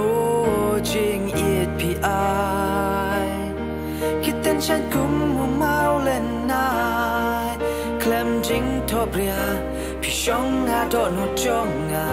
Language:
Khasi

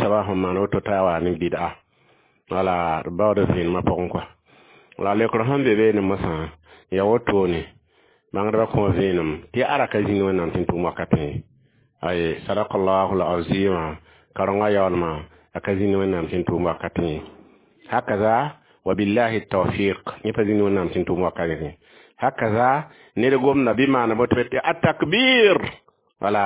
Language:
Mossi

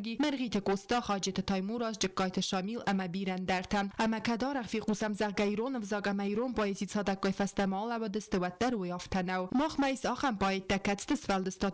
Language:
Ossetic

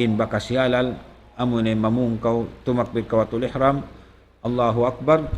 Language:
Tausug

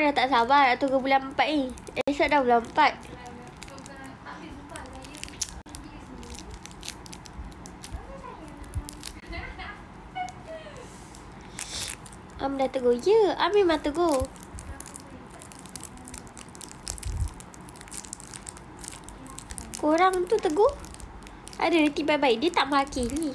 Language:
Malay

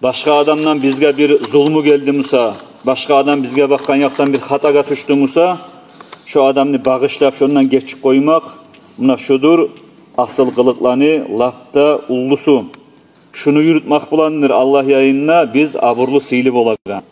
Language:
Kumyk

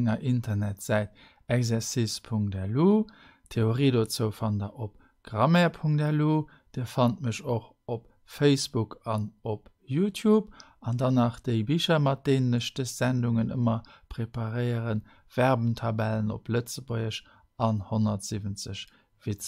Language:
Luxembourgish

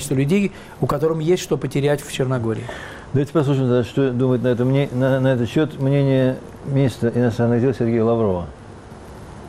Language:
Russian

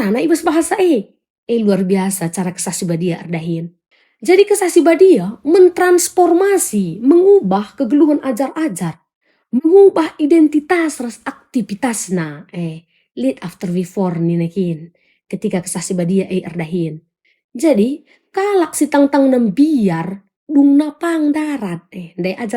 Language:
Batak Karo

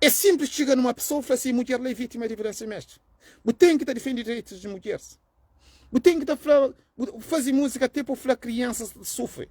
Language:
Kabuverdianu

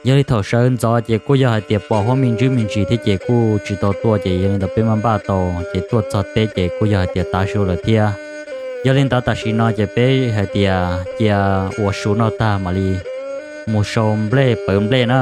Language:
Hmong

